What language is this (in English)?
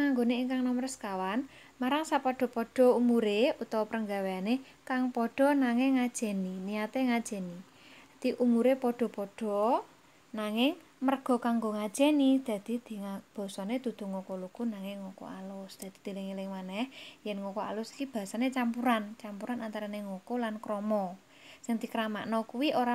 Javanese